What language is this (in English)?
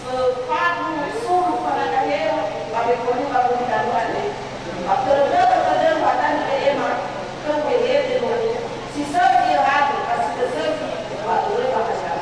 Nias